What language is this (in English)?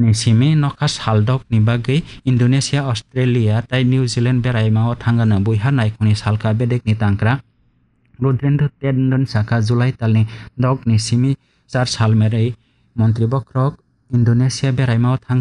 Kok Borok